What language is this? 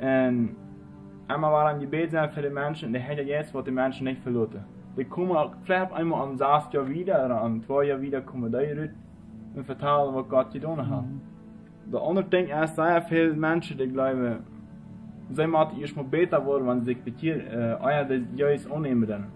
Plautdietsch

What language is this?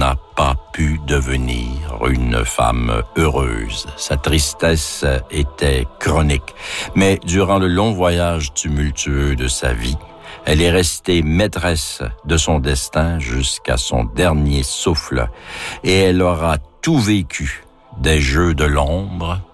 French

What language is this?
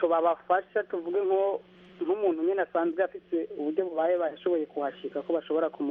Kinyarwanda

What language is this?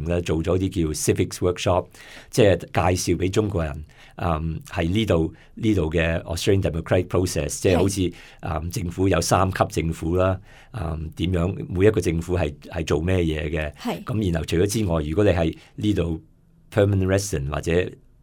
Cantonese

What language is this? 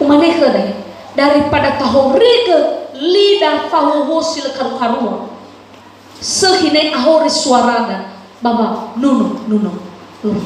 Nias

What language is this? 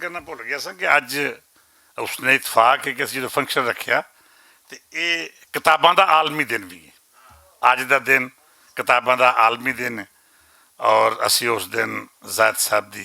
Western Panjabi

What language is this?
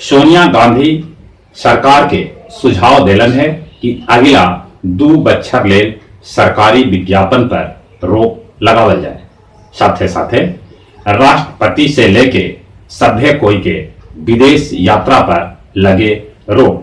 Magahi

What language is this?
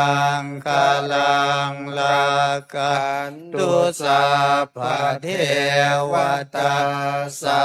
Pali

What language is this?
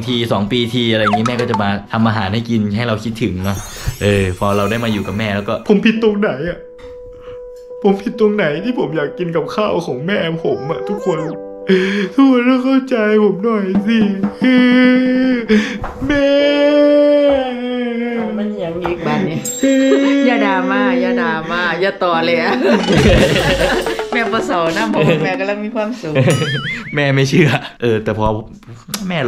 Thai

